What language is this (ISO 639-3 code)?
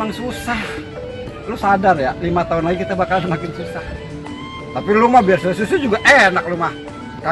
bew